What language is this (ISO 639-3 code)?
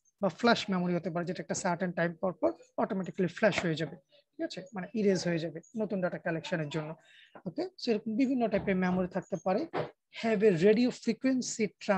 ben